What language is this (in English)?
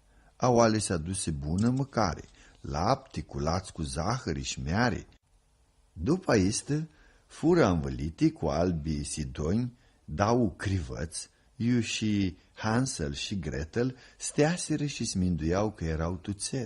Aromanian